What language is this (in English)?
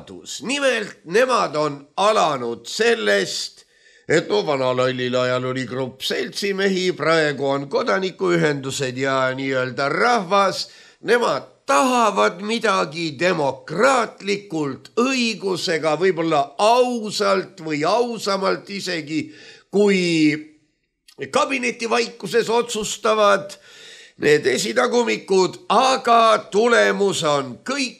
Estonian